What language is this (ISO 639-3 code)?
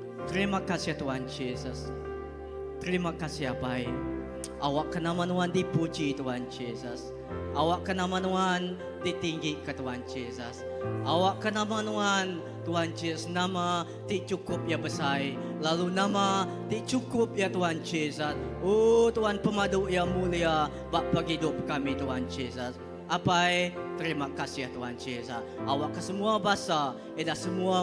iba